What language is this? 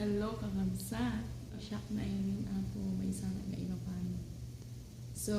Iloko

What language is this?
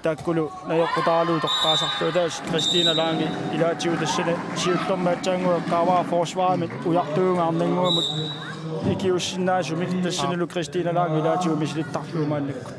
Kalaallisut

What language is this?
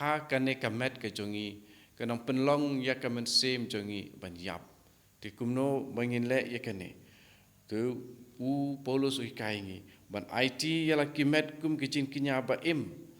Khasi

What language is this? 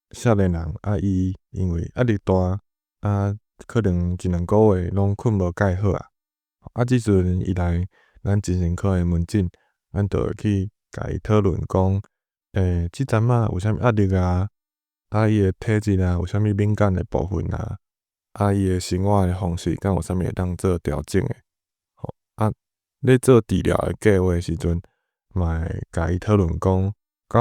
Min Nan Chinese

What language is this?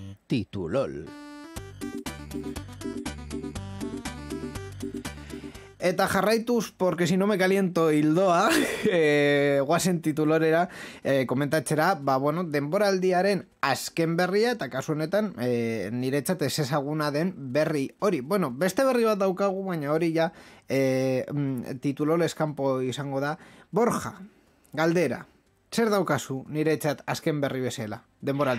Basque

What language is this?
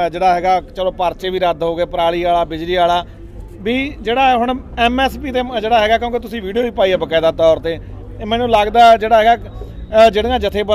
Punjabi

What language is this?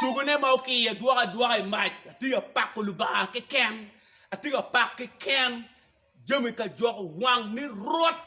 Acoli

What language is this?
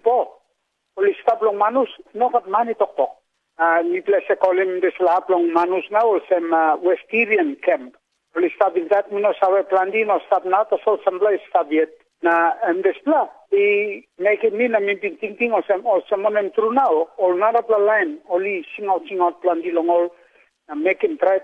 Tok Pisin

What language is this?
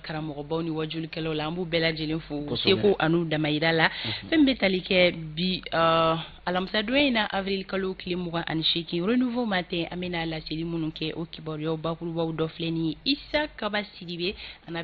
Bambara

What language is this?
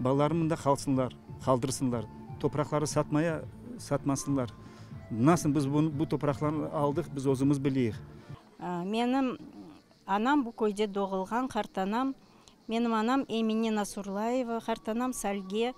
Crimean Tatar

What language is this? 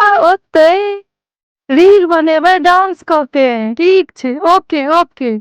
Maithili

